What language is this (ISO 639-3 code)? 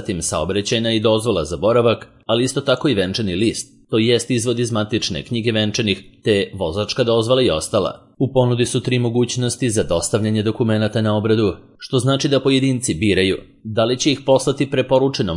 srp